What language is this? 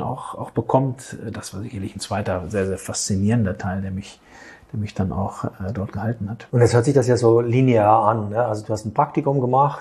German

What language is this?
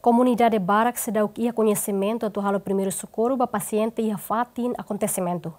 Tetum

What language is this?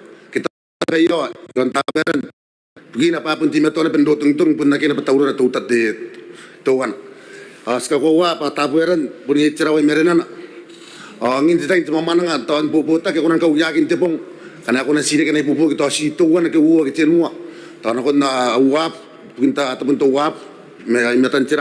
Gilbertese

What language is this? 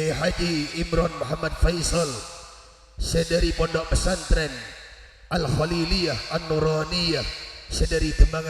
Madurese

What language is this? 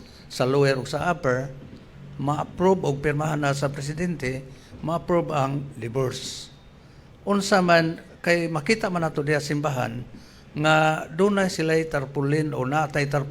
Cebuano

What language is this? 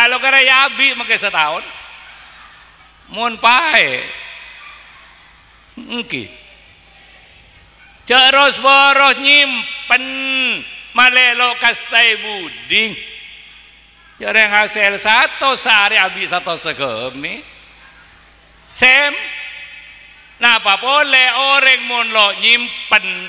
Madurese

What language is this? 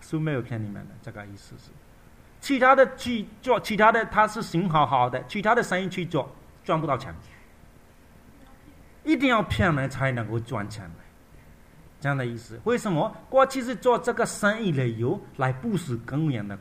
Chinese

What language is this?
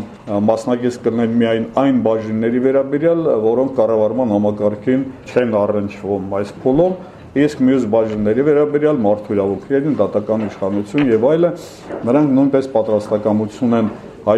Armenian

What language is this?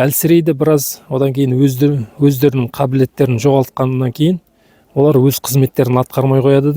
Kazakh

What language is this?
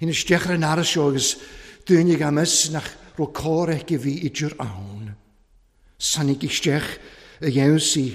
Welsh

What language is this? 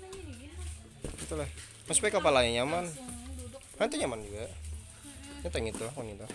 Banjar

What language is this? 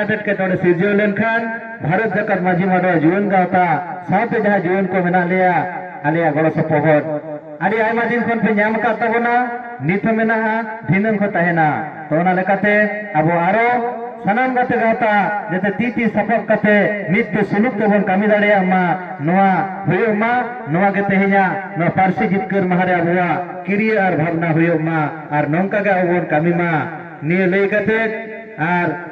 Santali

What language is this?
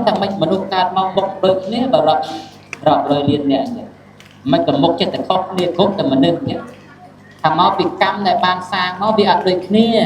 Khmer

